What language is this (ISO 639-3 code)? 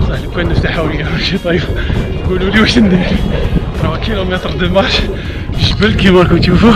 arq